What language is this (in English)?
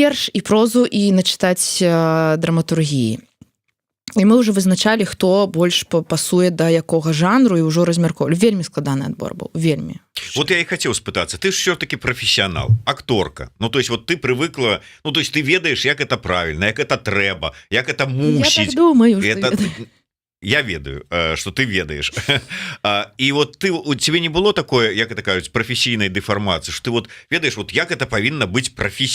Belarusian